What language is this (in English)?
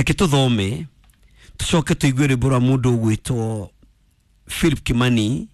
Kikuyu